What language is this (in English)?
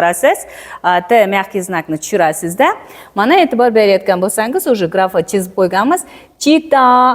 Uzbek